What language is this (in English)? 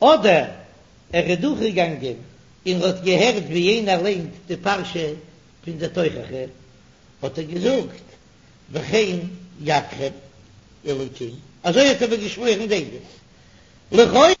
Yiddish